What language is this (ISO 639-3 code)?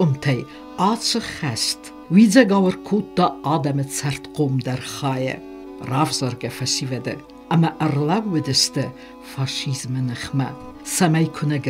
oss